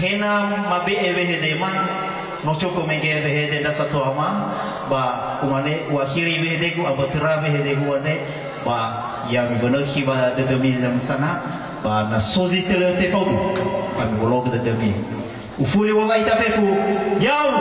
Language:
Nias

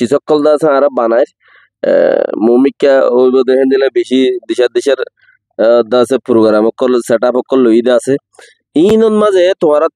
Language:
Rohingya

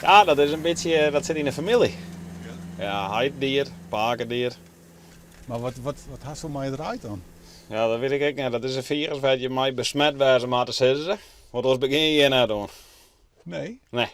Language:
Western Frisian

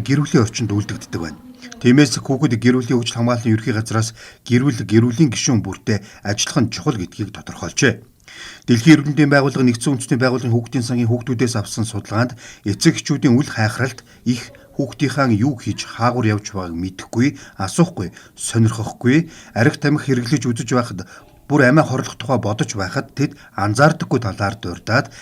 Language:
Mongolian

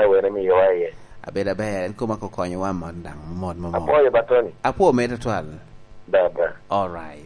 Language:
Lango (Uganda)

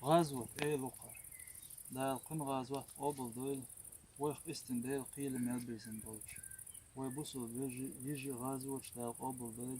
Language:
Chechen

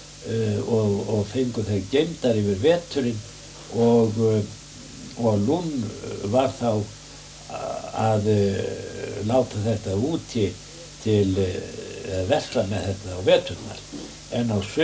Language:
Icelandic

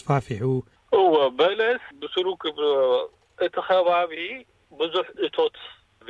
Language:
Tigrinya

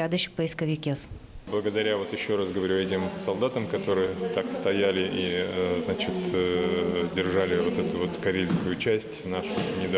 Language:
Udmurt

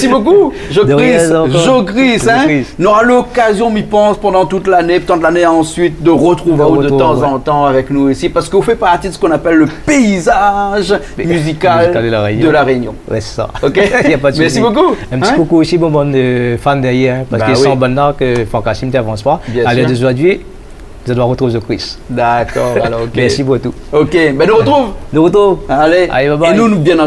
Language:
Réunion Creole French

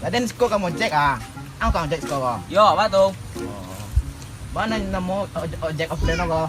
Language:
Minangkabau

